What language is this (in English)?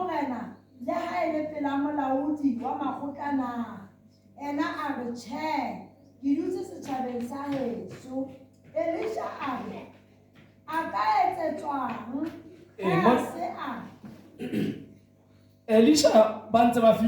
Southern Sotho